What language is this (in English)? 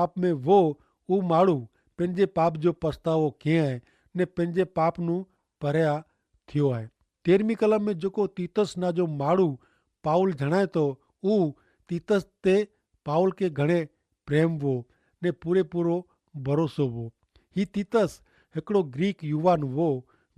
Kachhi